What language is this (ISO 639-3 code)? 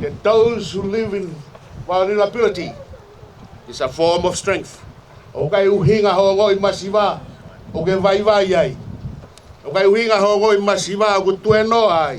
ton